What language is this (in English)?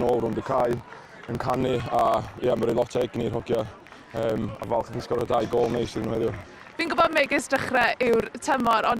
Welsh